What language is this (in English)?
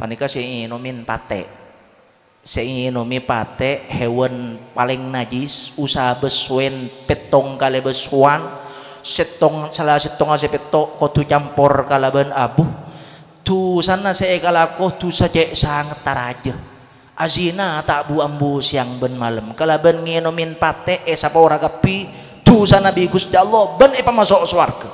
Madurese